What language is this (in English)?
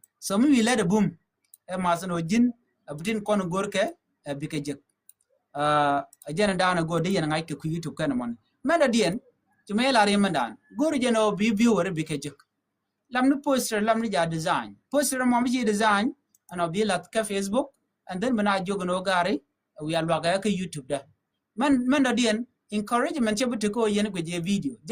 Nuer